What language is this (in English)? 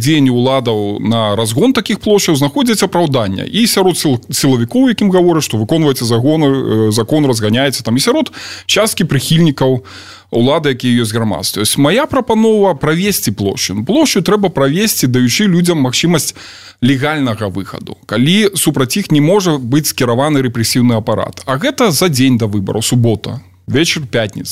Belarusian